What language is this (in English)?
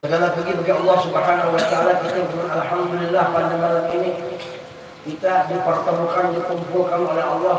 Banjar